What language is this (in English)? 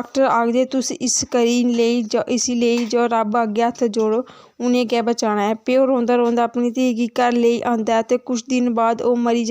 Dogri